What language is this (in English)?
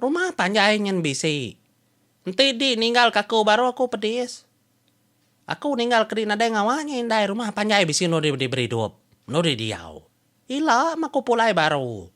Iban